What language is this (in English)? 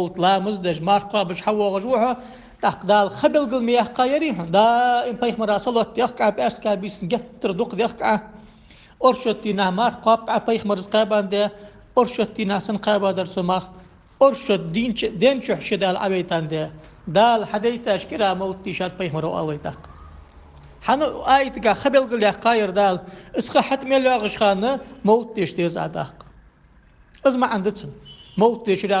Ingush